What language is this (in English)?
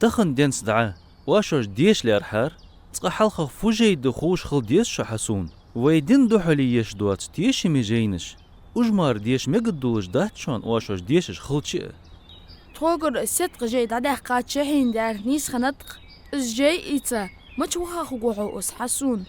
Ingush